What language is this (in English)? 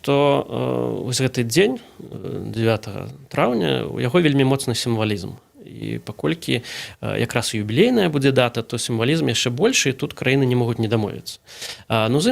Belarusian